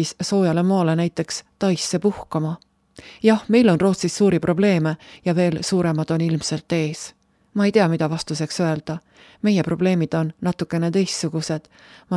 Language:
Estonian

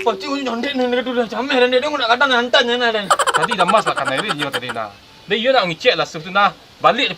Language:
Minangkabau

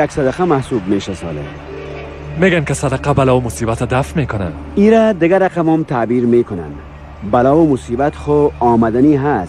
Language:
Persian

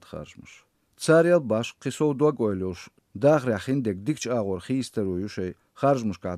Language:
Chechen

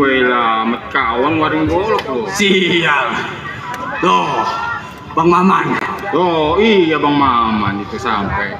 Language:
Betawi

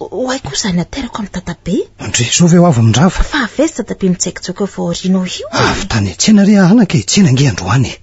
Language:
Malagasy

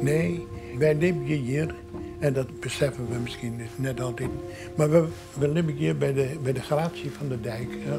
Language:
Western Frisian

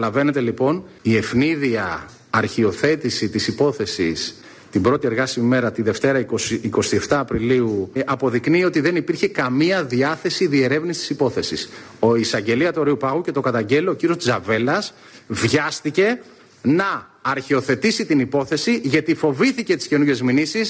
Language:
Greek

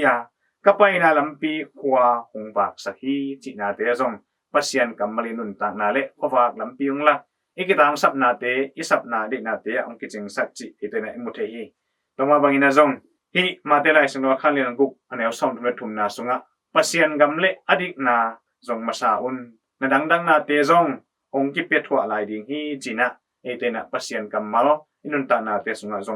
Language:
Tedim Chin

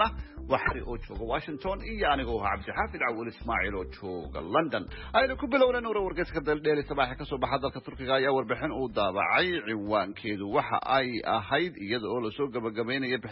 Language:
Somali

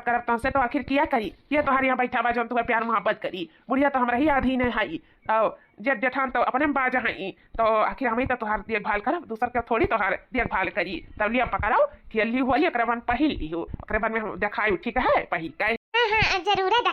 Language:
Awadhi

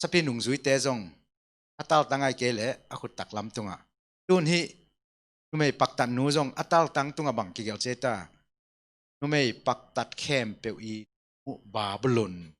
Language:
Tedim Chin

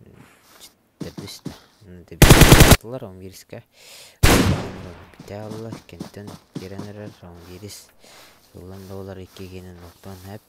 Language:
Yakut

